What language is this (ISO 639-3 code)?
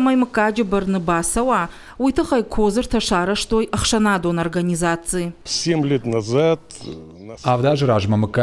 oss